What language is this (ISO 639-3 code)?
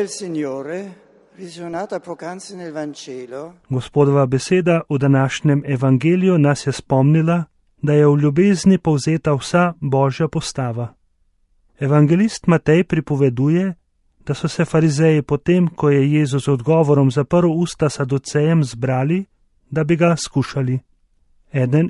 slv